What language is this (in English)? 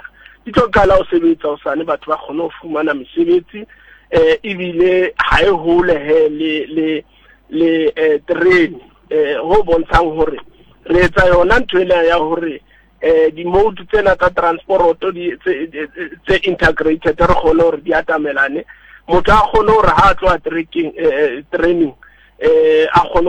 Southern Sotho